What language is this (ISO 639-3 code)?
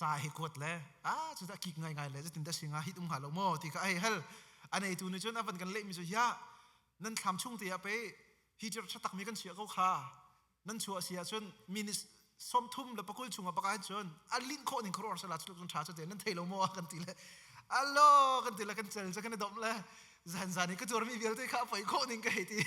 cnh